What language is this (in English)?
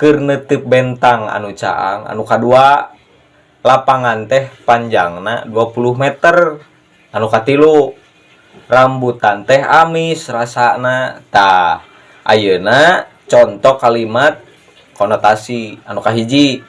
Sundanese